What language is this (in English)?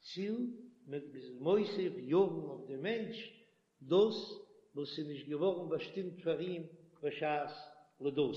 Yiddish